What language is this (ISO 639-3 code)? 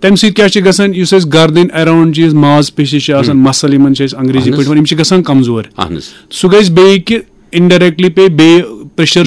kas